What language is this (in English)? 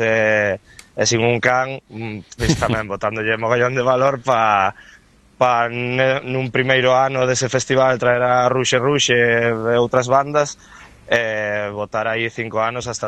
Galician